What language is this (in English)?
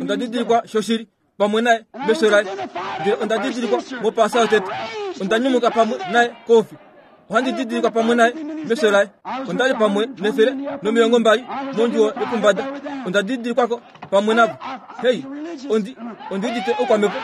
Kuanyama